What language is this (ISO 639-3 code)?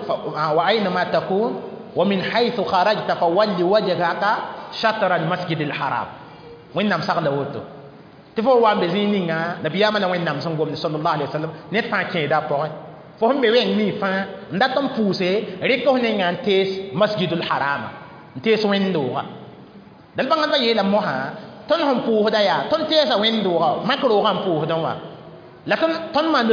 mos